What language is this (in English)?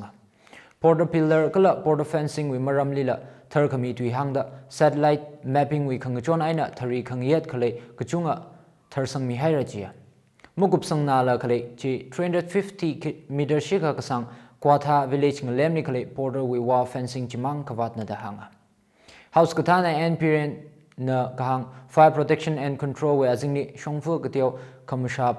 Tangkhul Naga (India)